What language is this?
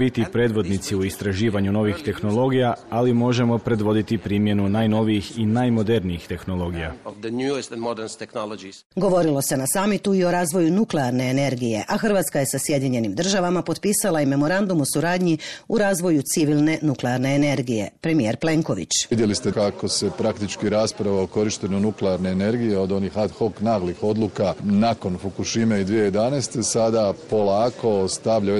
Croatian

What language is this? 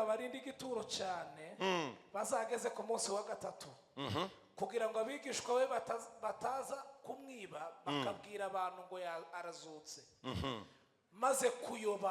Kinyarwanda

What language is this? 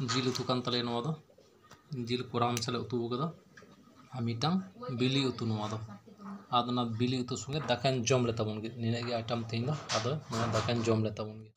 Santali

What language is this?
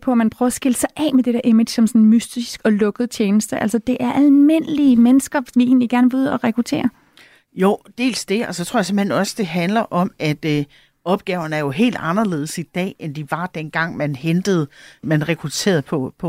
Danish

